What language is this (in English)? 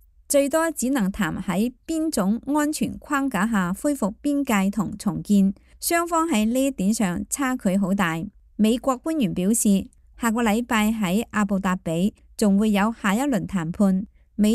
Cantonese